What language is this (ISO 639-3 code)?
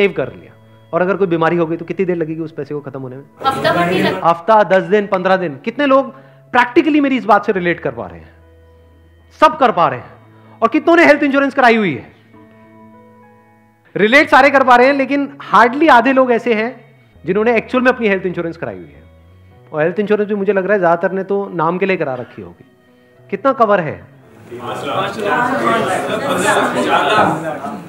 hin